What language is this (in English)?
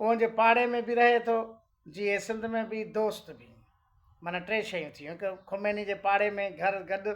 Sindhi